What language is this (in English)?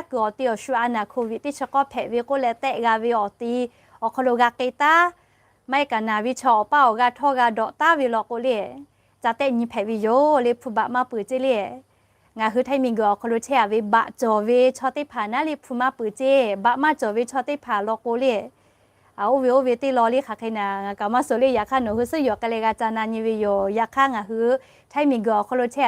Lahu